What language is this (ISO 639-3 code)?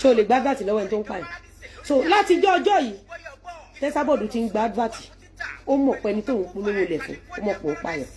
yor